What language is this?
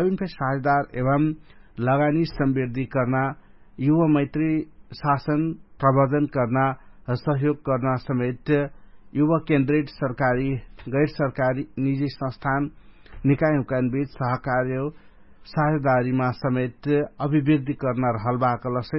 Dangaura Tharu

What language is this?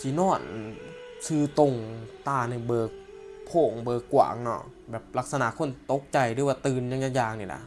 Northeastern Thai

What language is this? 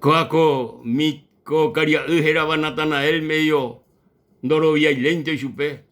Guarani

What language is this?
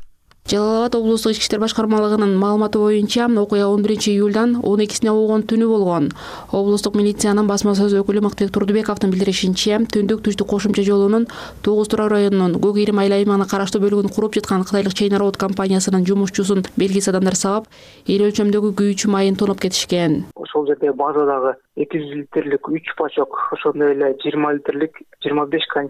Kyrgyz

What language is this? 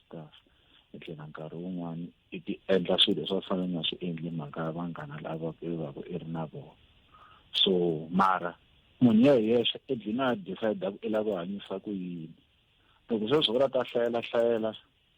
Tsonga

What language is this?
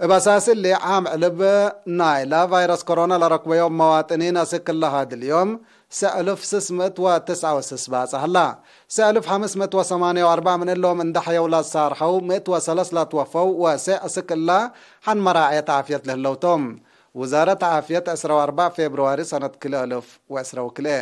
Tigre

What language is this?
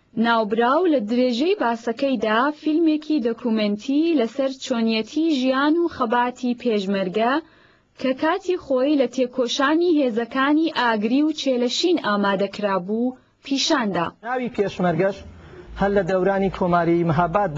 Central Kurdish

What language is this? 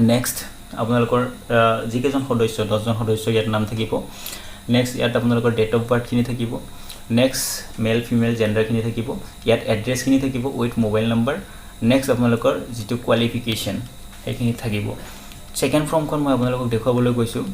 Assamese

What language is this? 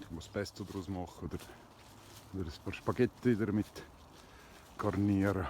Swiss German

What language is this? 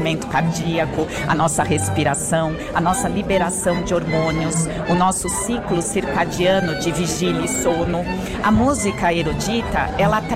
Portuguese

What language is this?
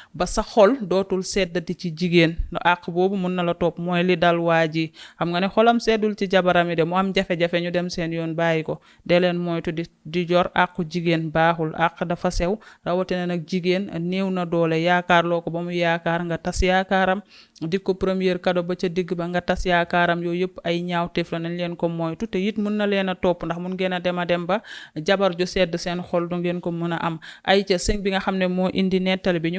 Wolof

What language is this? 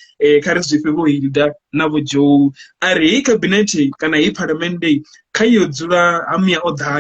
Venda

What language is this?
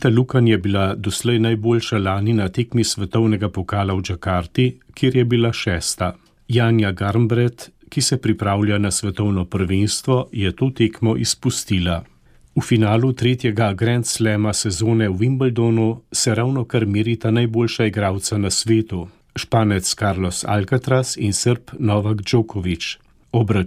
Slovenian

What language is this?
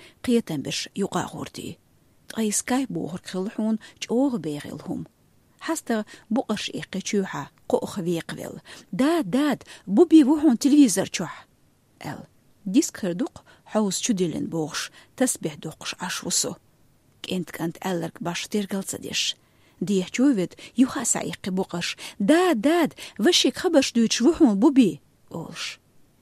Chechen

